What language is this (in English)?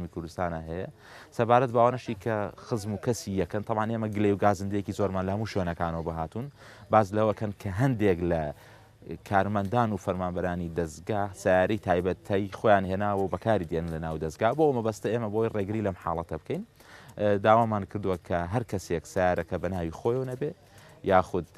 Central Kurdish